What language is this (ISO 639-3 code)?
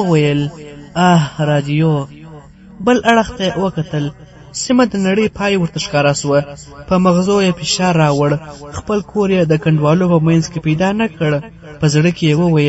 pus